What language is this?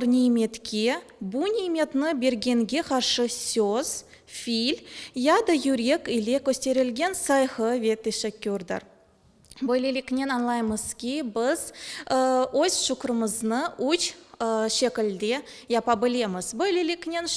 Crimean Tatar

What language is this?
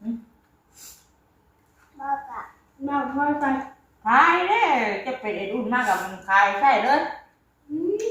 Northeastern Thai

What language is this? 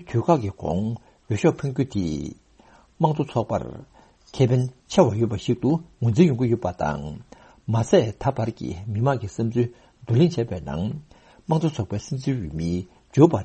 Tibetan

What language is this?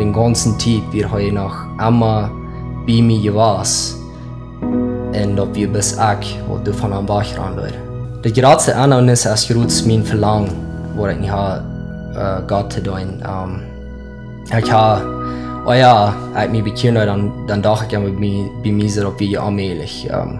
Plautdietsch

